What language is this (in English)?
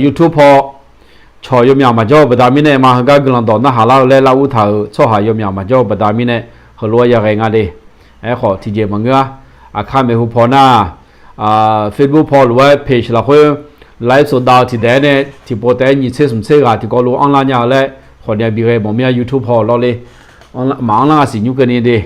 Akha